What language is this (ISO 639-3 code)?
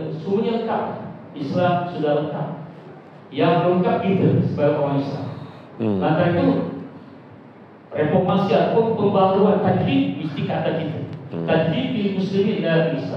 msa